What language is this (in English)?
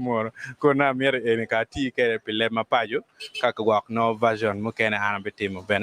Acoli